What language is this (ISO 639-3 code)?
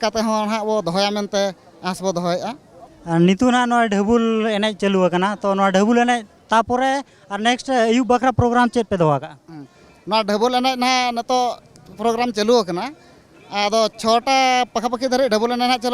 sat